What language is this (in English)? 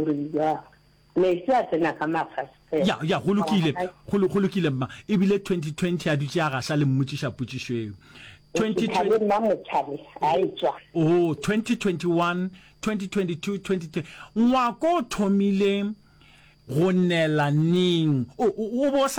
Northern Sotho